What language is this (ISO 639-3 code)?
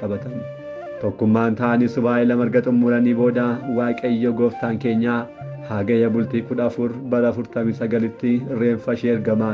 orm